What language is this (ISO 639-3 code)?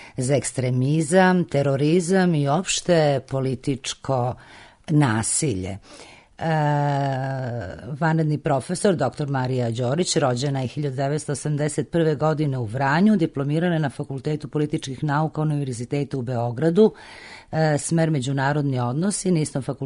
srp